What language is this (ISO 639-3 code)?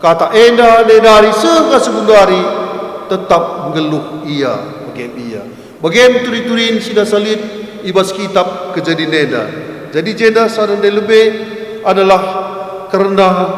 btx